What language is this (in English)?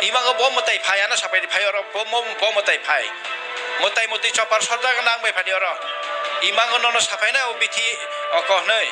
Kok Borok